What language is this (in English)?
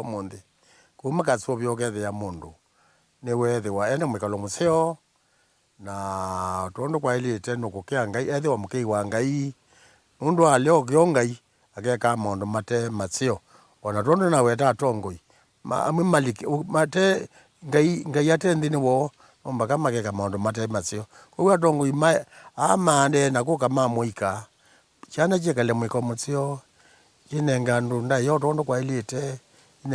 Kamba